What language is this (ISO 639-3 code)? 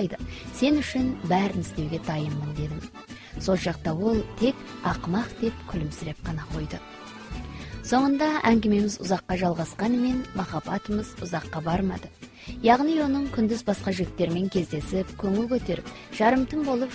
kaz